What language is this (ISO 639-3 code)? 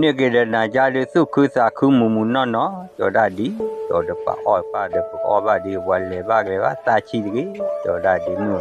ksw